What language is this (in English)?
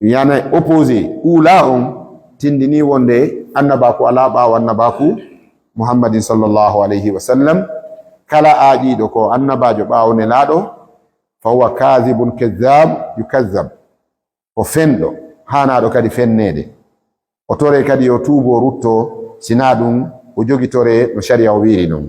Fula